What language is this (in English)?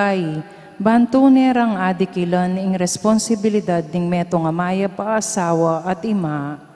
Pampanga